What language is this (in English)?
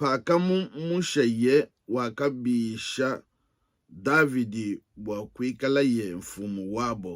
Luba-Lulua